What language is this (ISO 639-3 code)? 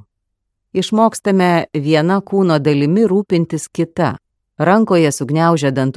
lit